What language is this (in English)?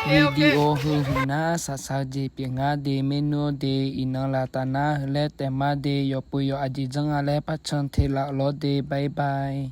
Akha